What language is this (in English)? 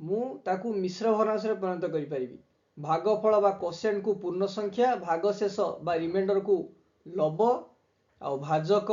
Odia